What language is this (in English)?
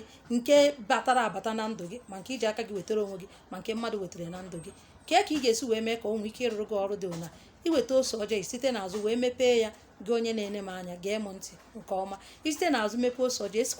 Igbo